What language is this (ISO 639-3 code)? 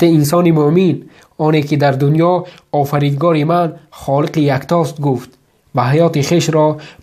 tgk